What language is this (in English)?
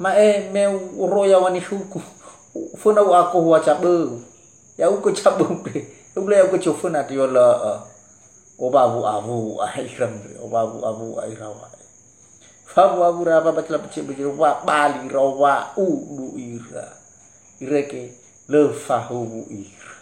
Nias